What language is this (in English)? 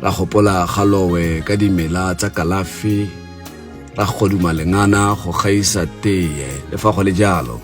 Tswana